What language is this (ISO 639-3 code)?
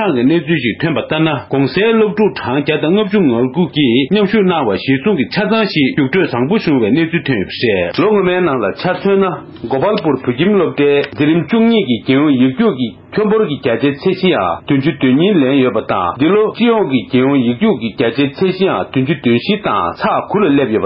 bod